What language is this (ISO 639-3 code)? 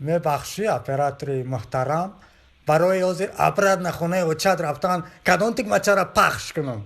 tgk